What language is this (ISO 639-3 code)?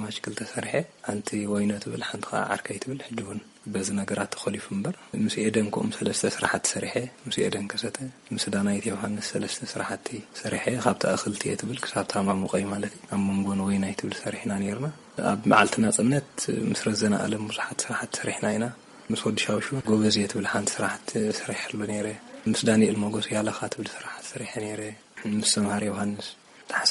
tir